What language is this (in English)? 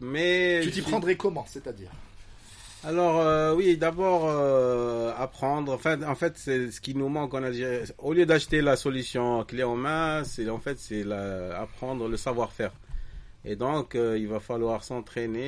French